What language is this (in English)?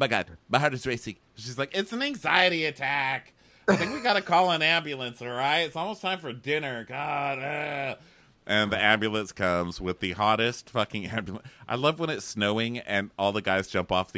English